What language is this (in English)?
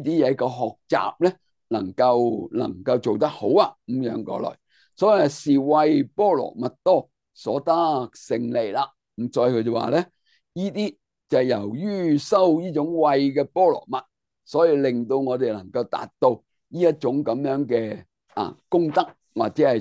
Cantonese